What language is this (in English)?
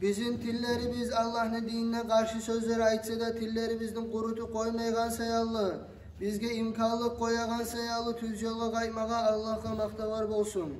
Kumyk